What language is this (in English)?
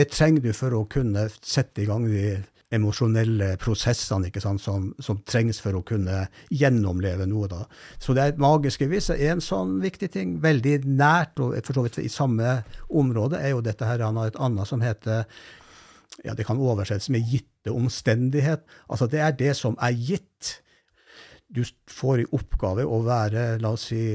Norwegian